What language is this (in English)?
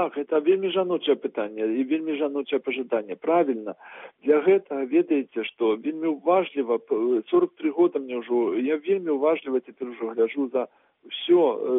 Belarusian